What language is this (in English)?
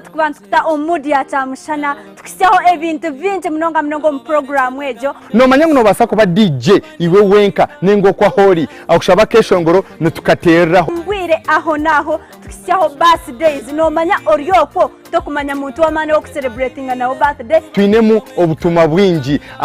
Nyankole